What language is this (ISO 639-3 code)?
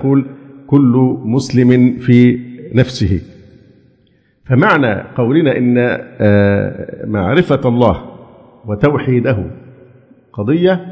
ara